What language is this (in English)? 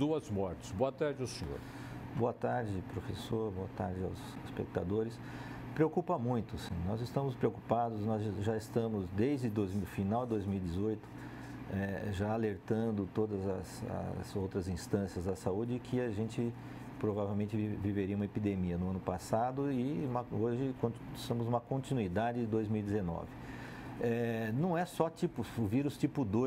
Portuguese